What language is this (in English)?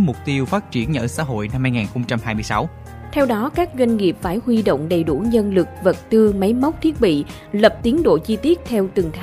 Vietnamese